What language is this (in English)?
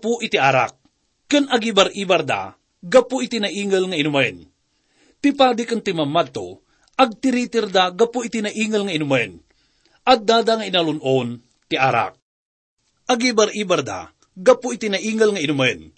Iloko